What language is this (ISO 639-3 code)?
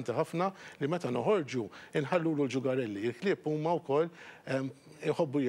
mlt